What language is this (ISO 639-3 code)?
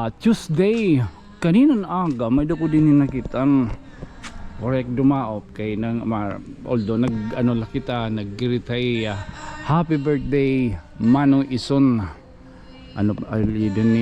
war